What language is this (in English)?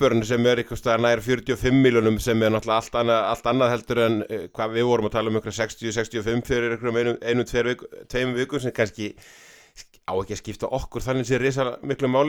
Icelandic